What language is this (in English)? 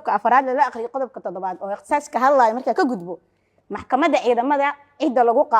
Somali